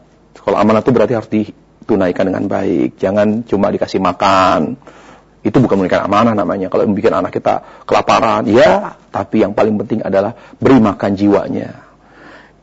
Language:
Indonesian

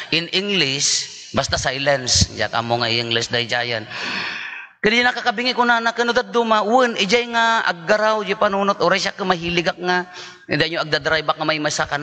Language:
Iloko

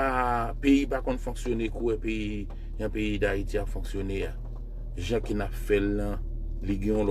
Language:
Haitian Creole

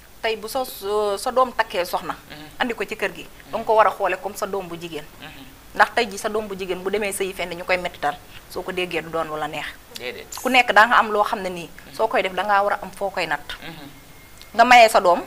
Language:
Wolof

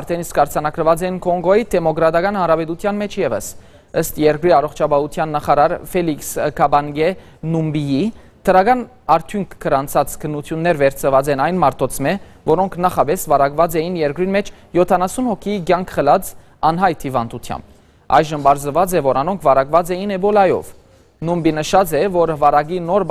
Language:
Western Armenian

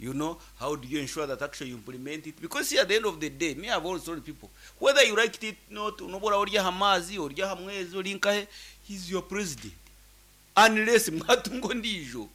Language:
Nyankole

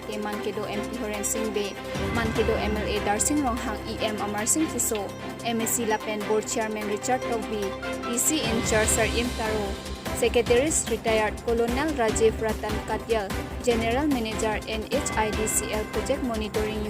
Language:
Karbi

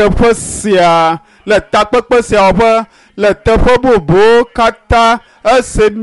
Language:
Ewe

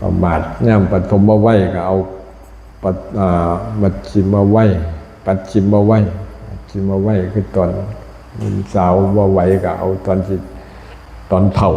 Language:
Lao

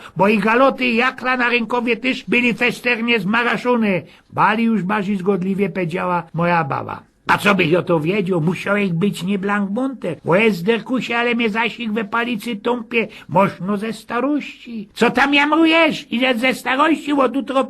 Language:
Silesian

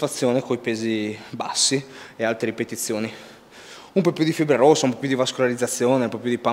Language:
Italian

